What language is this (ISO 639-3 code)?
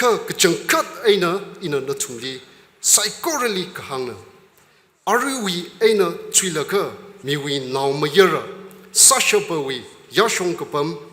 nmf